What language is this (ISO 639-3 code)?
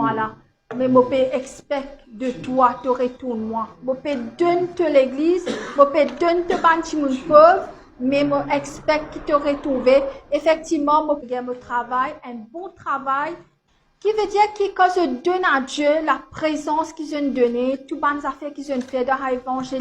mfe